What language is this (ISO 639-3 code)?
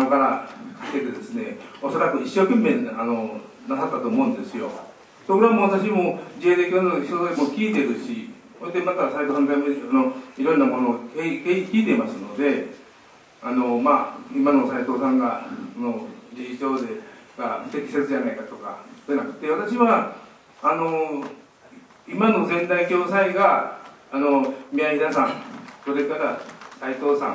jpn